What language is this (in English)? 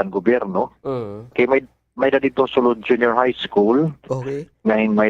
Waray